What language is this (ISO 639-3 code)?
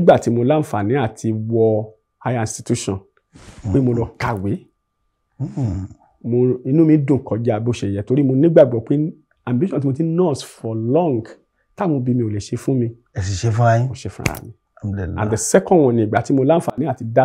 yor